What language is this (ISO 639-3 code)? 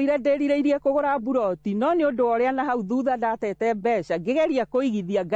kik